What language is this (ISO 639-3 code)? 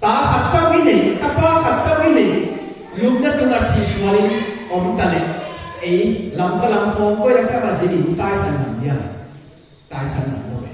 pck